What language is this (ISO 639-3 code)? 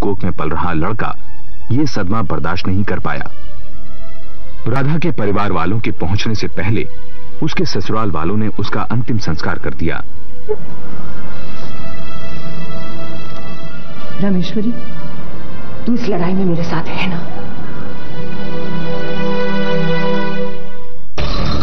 hin